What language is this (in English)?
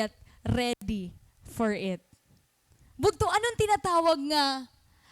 Waray